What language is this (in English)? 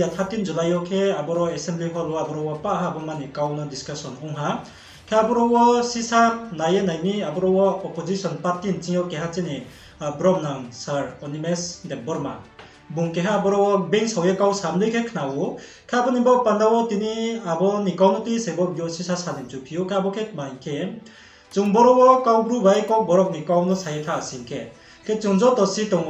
Riang (India)